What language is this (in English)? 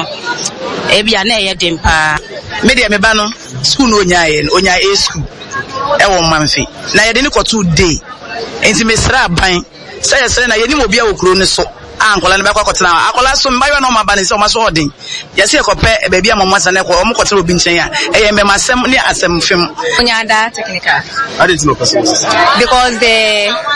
Akan